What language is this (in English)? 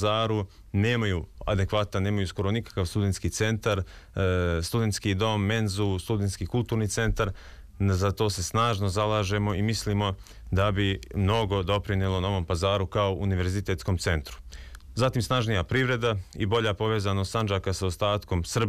Serbian